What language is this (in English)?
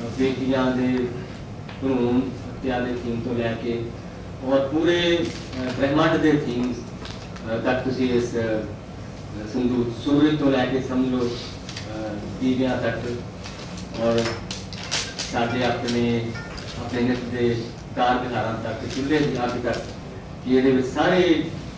Punjabi